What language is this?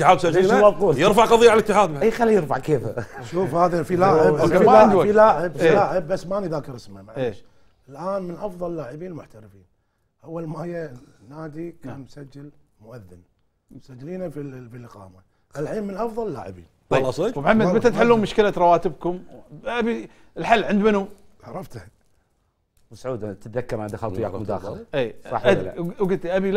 Gulf Arabic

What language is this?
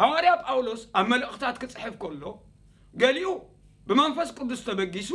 Tigrinya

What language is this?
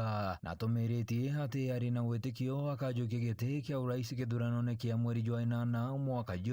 Meru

